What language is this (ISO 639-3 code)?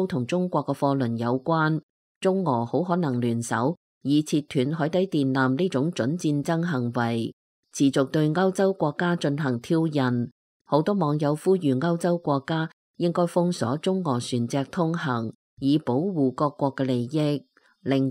yue